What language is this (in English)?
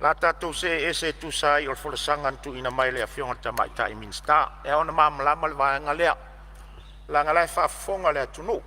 Samoan